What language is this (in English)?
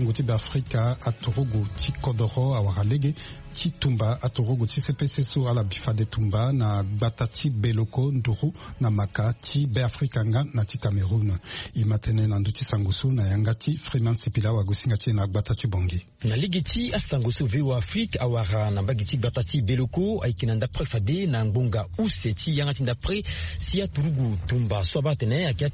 Sango